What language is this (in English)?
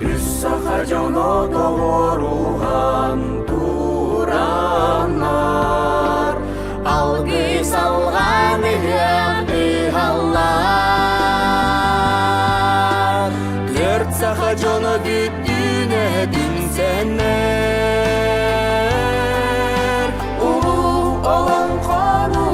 Yakut